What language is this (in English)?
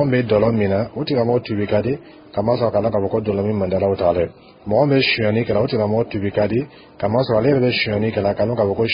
Dyula